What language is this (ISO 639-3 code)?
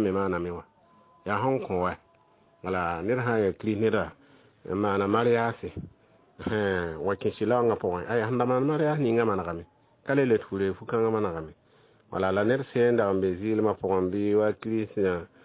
mos